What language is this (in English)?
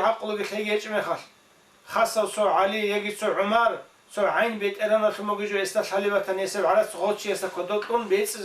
Avaric